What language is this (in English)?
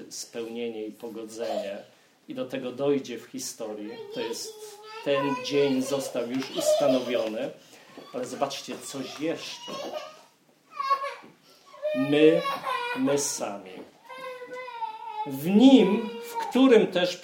Polish